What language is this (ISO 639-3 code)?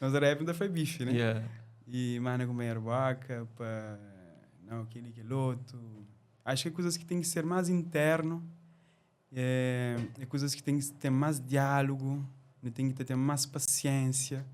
kea